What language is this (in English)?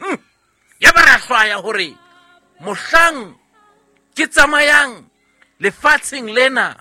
Southern Sotho